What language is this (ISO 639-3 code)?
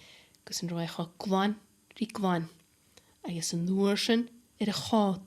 gla